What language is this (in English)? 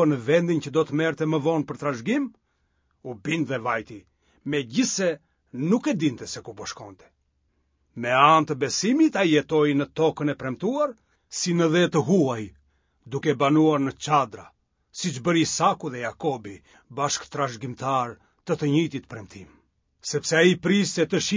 Albanian